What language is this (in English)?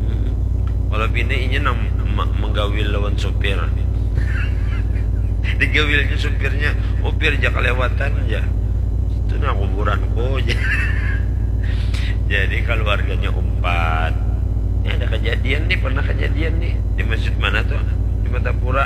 Banjar